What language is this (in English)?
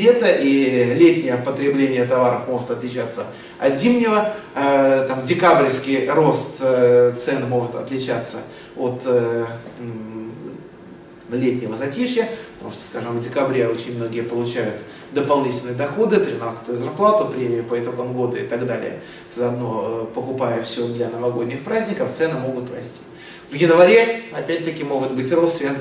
Russian